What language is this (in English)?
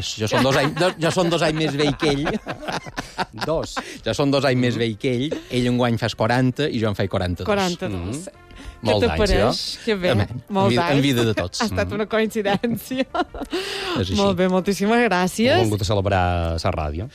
Catalan